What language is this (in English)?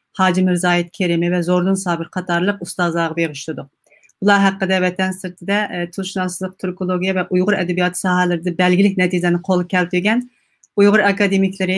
Uyghur